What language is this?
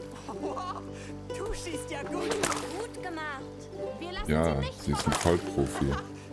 German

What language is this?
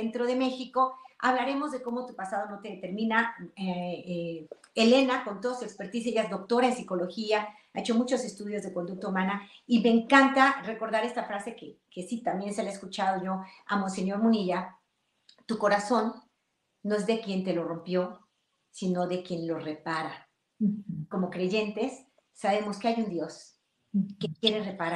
Spanish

